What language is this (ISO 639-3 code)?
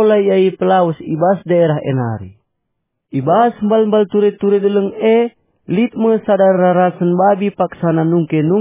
btx